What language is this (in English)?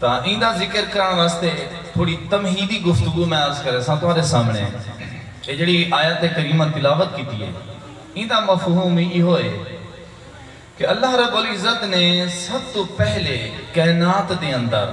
Saraiki